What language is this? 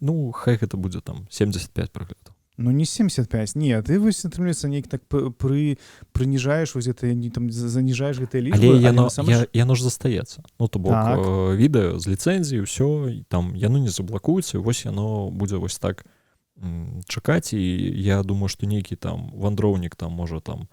Belarusian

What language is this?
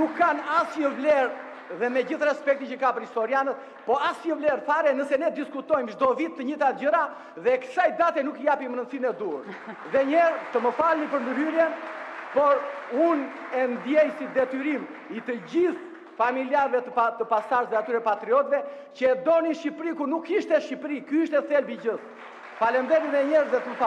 Albanian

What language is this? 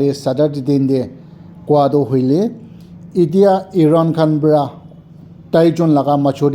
Naga Pidgin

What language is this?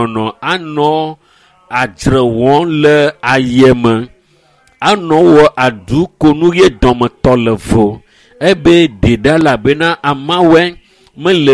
Ewe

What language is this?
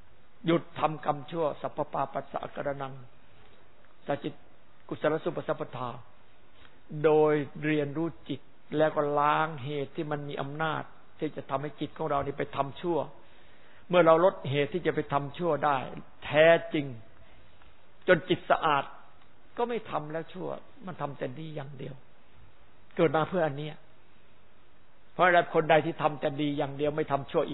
Thai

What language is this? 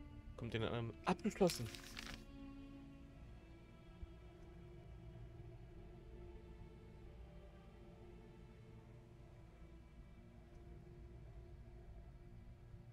German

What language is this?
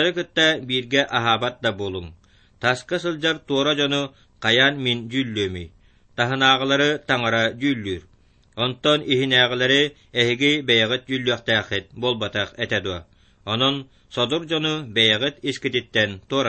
Yakut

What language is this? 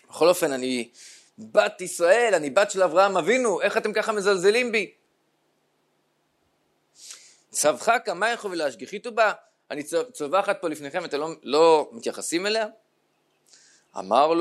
Hebrew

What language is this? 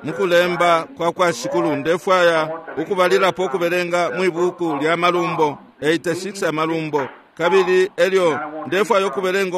Bemba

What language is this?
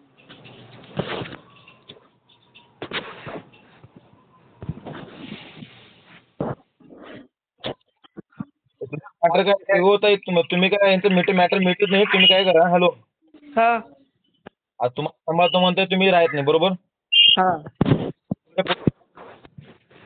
Marathi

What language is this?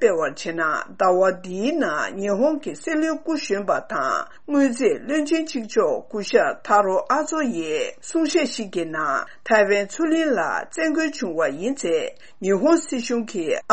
Tibetan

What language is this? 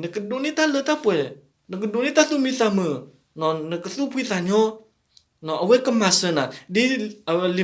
S'gaw Karen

